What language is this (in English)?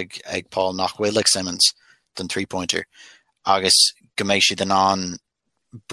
Irish